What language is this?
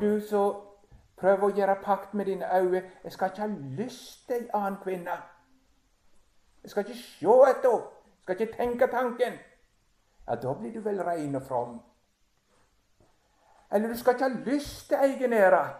Norwegian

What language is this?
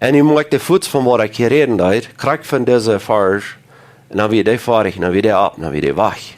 Plautdietsch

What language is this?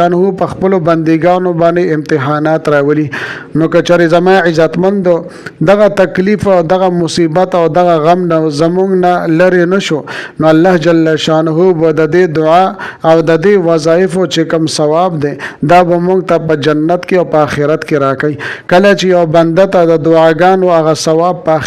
Pashto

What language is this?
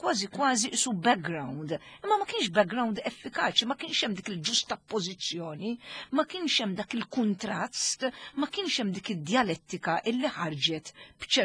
Maltese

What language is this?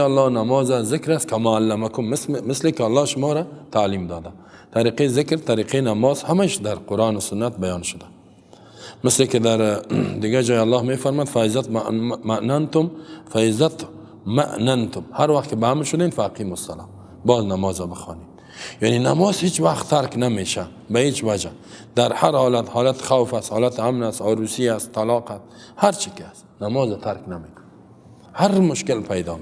Persian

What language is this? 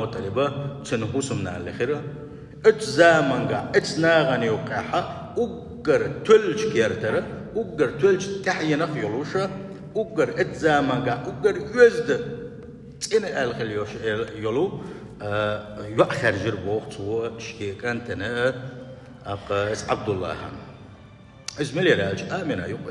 Chechen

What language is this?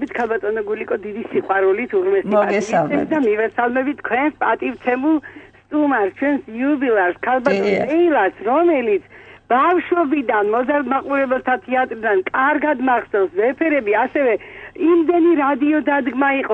Georgian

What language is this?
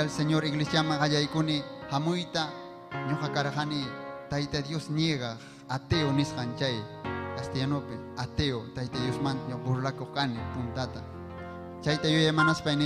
Ayacucho Quechua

